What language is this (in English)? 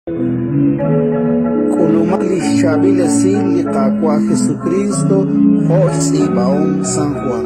Kekchí